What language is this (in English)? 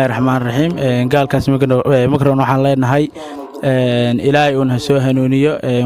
Somali